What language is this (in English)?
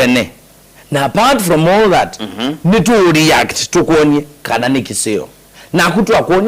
Kamba